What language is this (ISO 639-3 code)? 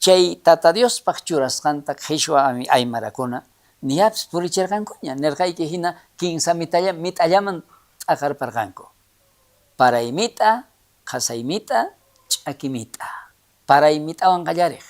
quh